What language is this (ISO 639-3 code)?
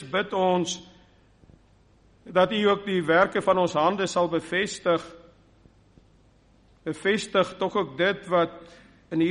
afr